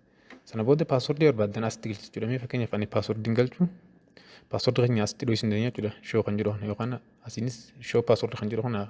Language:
Oromo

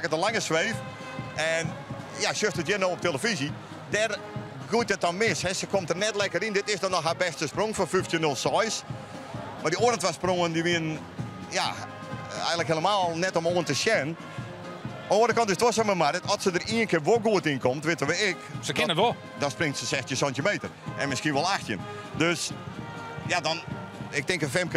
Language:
Western Frisian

